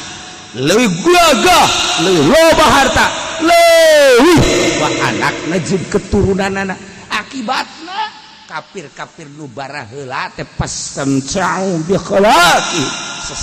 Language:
Sundanese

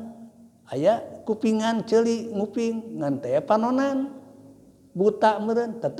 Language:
Sundanese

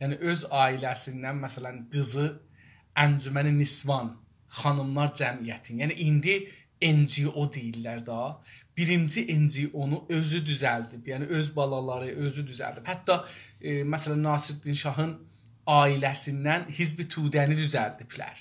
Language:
South Azerbaijani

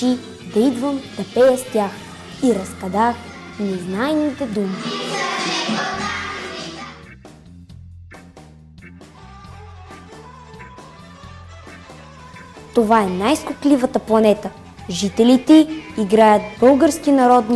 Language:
Bulgarian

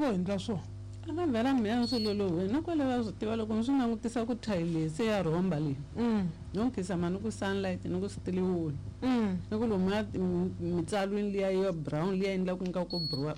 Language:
Tsonga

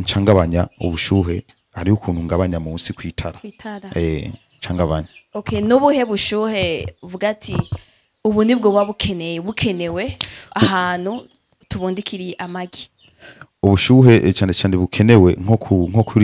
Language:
Rundi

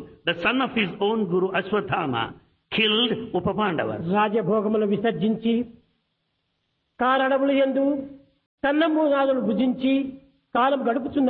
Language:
Telugu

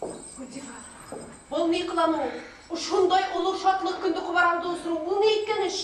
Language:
Bashkir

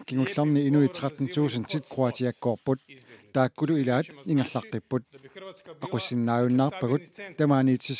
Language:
Kalaallisut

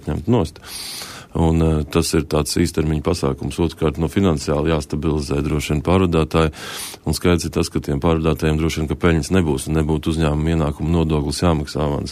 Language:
Latvian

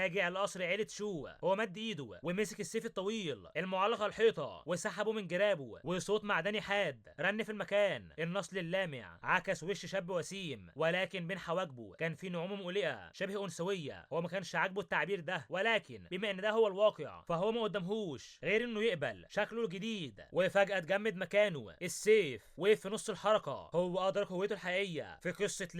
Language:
Egyptian Arabic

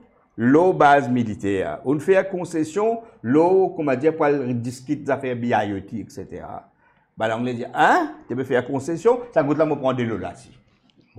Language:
Morisyen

